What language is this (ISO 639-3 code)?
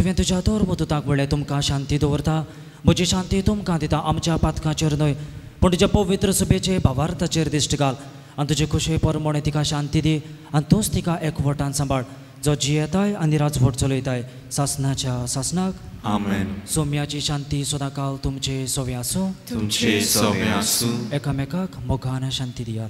kok